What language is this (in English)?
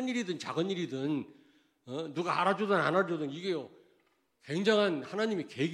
Korean